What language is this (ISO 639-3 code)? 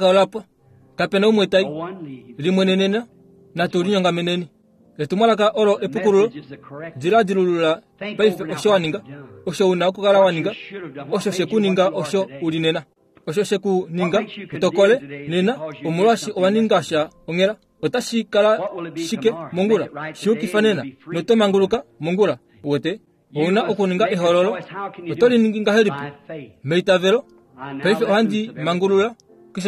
kua